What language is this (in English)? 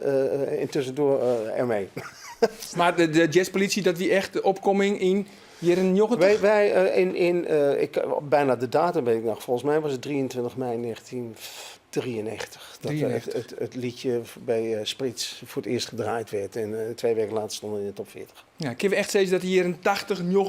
Western Frisian